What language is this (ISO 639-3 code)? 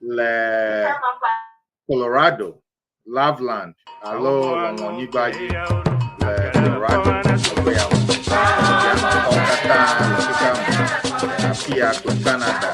ewe